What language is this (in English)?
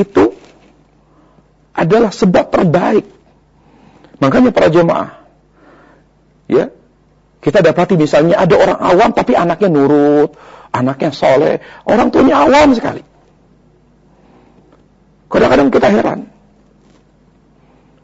Indonesian